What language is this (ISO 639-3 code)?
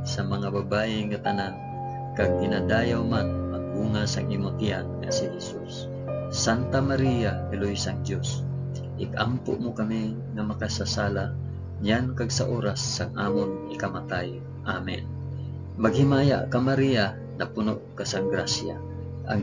hil